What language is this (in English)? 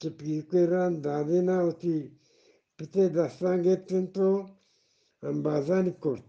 Eastern Balochi